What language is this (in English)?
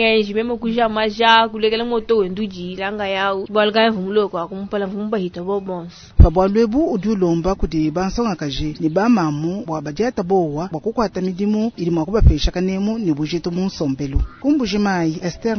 Luba-Lulua